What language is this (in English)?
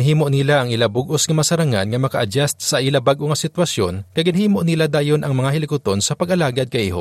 Hiligaynon